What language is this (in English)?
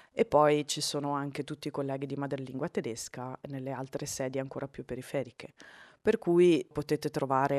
Italian